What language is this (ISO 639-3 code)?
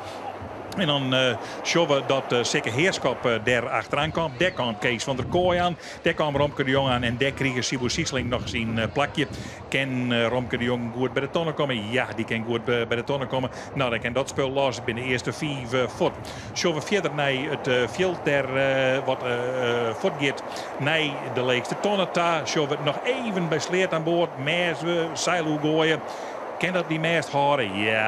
fry